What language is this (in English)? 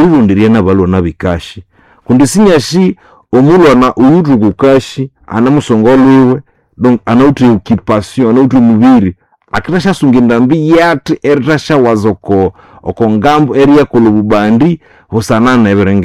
Nande